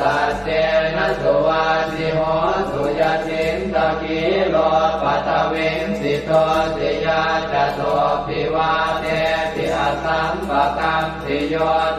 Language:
Pali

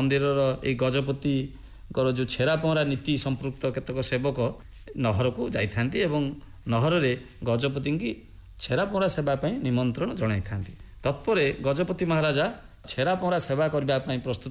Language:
Odia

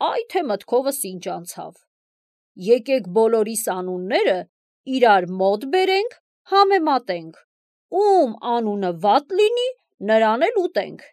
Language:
Armenian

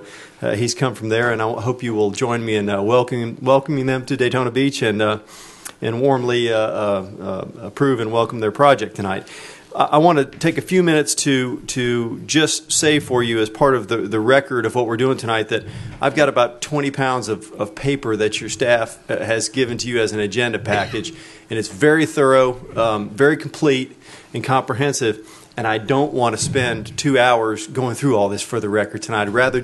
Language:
English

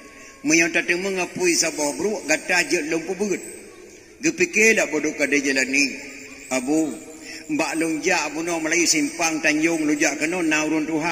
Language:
Achinese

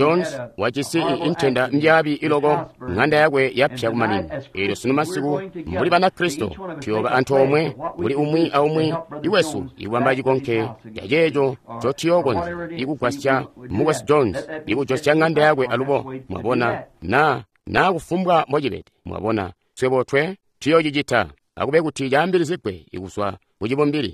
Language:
Tonga (Zambia)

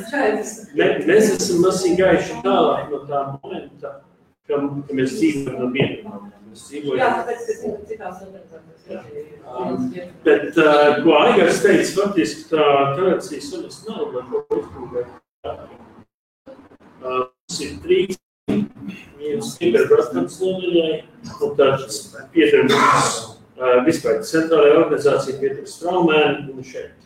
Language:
Latvian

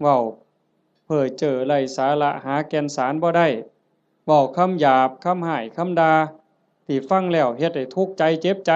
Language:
Northeastern Thai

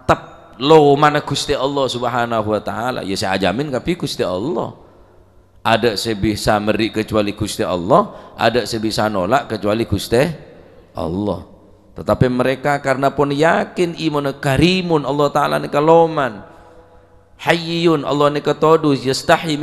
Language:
Madurese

